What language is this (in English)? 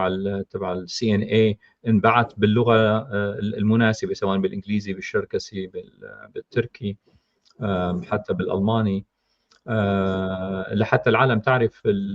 North Levantine Arabic